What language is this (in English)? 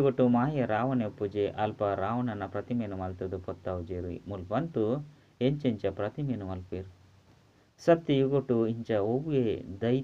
Tulu